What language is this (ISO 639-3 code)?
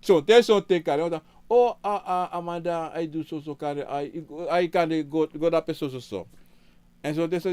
srn